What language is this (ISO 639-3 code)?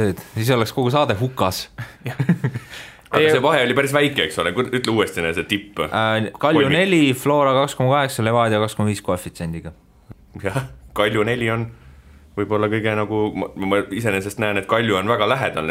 est